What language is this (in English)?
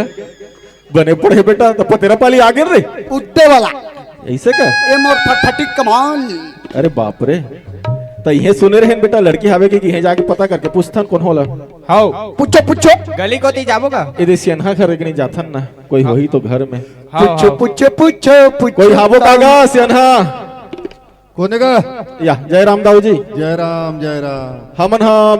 Chhattisgarhi